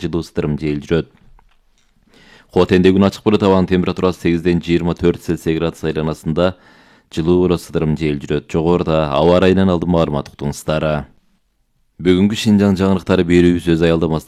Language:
Kyrgyz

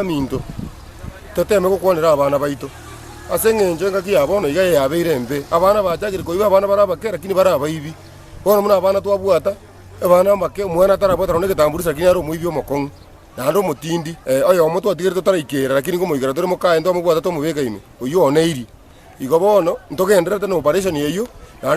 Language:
Gusii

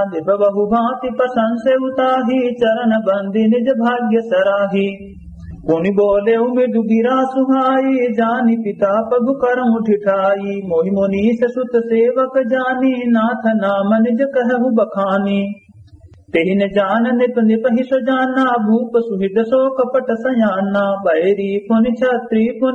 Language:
Awadhi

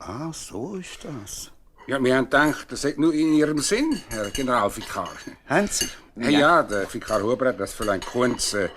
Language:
Swiss German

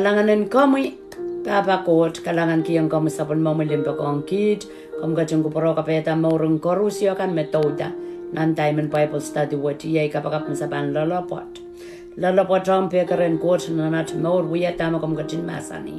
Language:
Pohnpeian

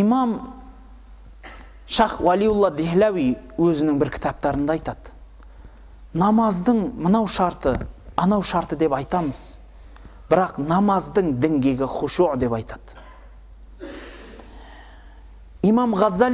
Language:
Kazakh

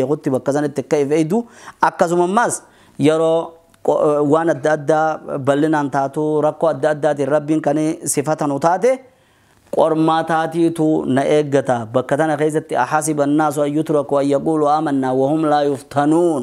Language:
Oromo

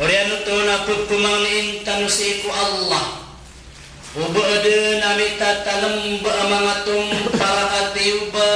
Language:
Maranao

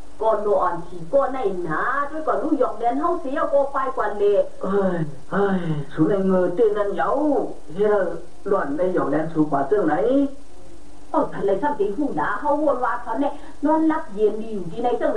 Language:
Shan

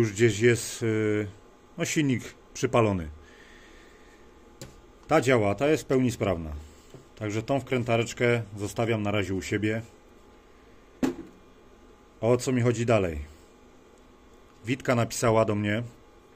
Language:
Polish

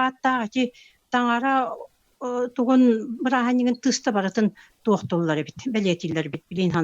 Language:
Yakut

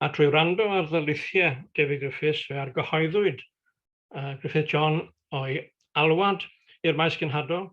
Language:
Welsh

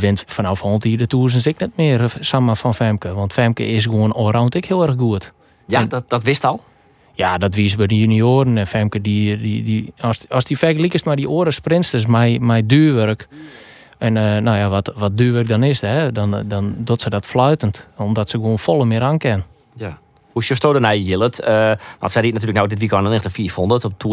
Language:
Western Frisian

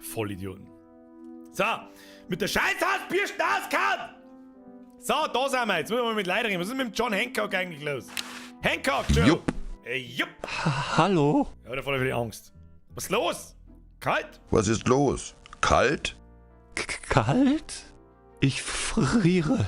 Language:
Bavarian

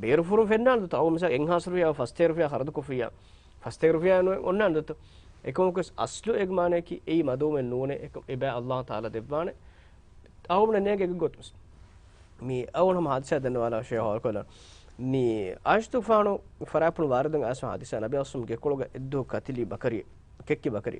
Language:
Divehi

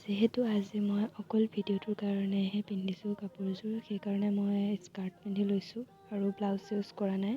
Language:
Assamese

